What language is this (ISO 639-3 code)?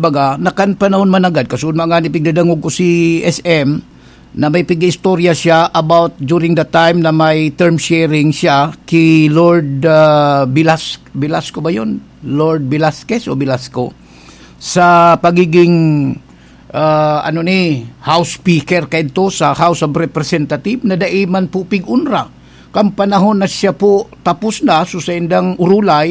bik